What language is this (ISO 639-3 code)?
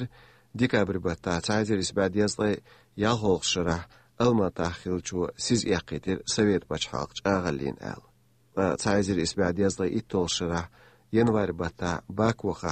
che